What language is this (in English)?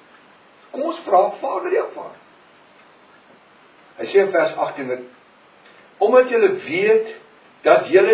Afrikaans